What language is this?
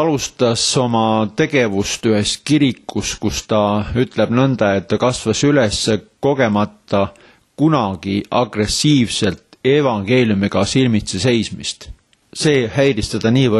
Estonian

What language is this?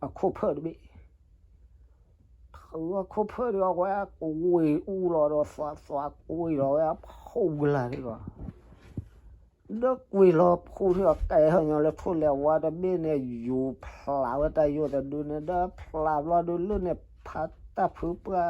S'gaw Karen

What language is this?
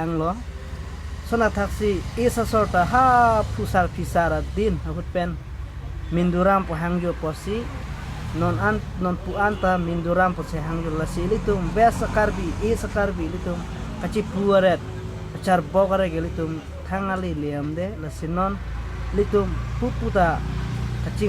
Karbi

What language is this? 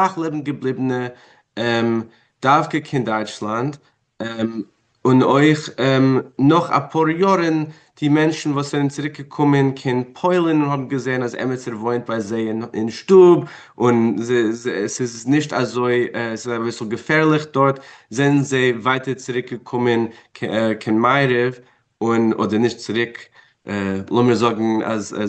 Yiddish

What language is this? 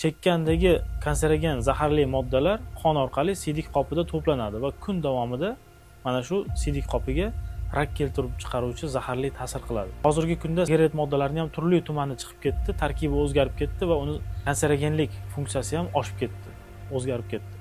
Uzbek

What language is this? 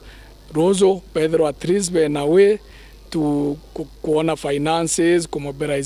Meru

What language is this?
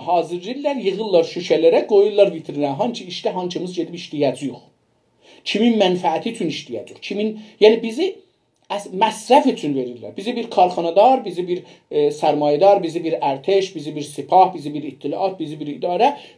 South Azerbaijani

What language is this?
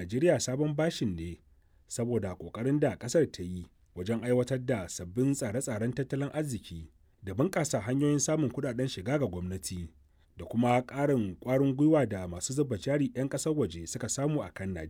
Hausa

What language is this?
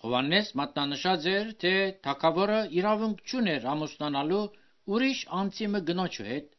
Armenian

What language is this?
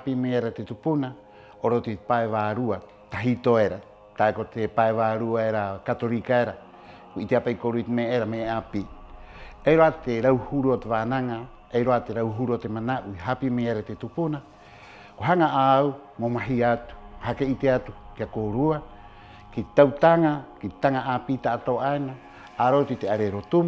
Rapanui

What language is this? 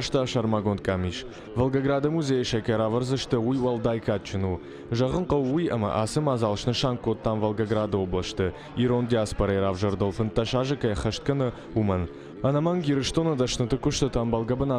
Ossetic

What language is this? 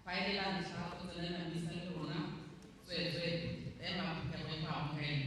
Tswana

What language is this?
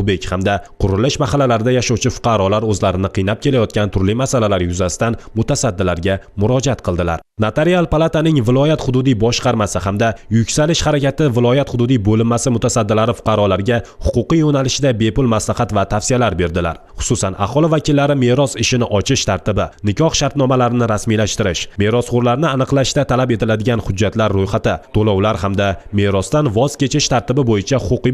Uzbek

